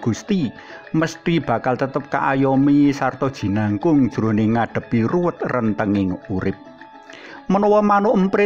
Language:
Javanese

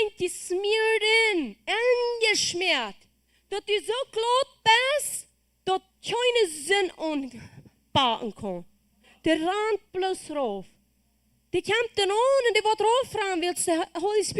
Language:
Plautdietsch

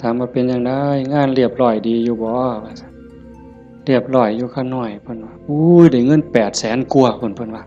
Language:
Northeastern Thai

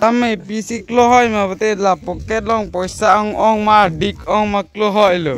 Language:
Karbi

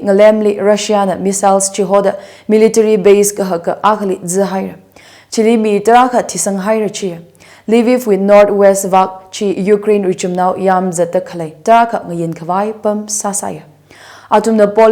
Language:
Tangkhul Naga (India)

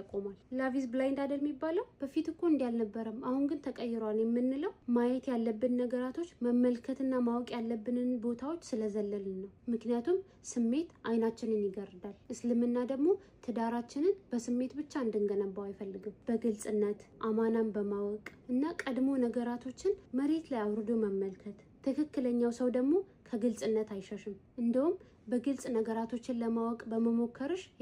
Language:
Amharic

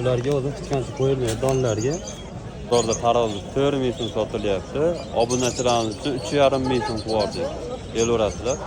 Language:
Uzbek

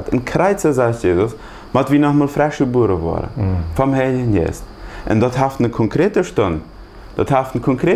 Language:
Plautdietsch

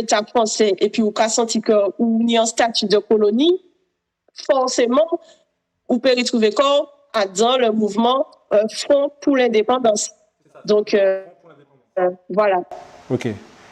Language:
Guadeloupean Creole French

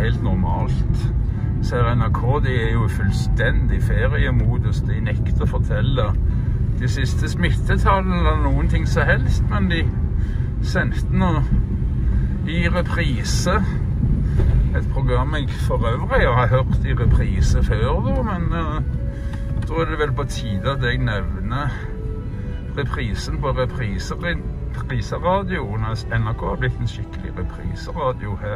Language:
Norwegian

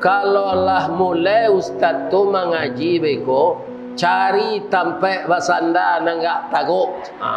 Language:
Minangkabau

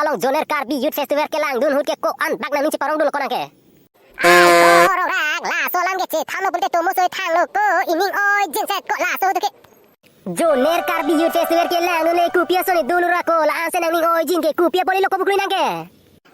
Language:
Karbi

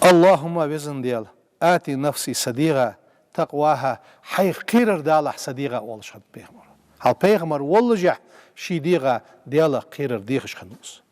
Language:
Ingush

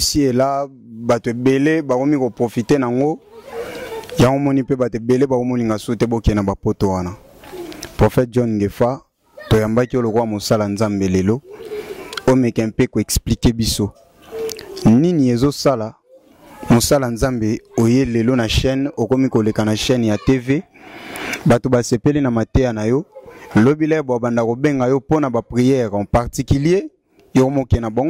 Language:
Lingala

